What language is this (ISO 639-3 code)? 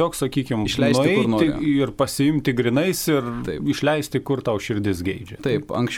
lit